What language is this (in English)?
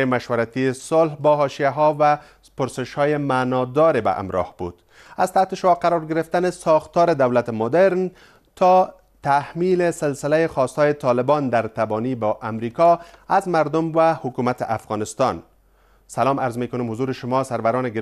Persian